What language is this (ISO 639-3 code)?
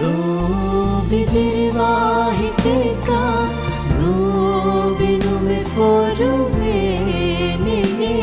div